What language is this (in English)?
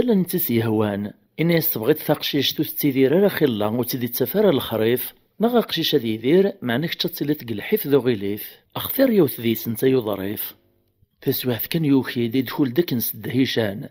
Kabyle